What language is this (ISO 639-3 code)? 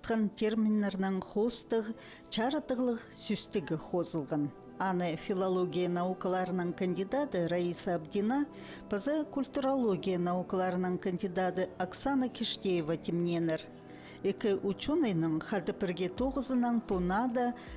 kjh